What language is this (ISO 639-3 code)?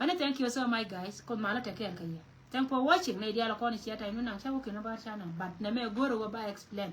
nus